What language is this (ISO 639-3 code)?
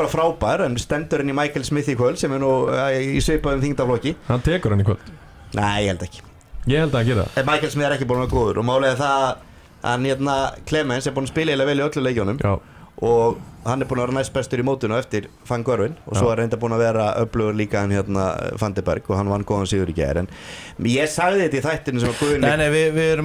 isl